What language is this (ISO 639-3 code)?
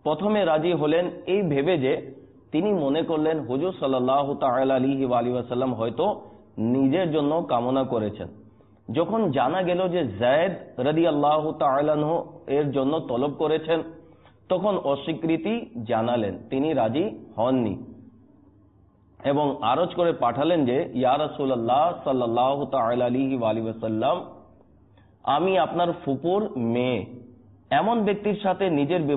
ben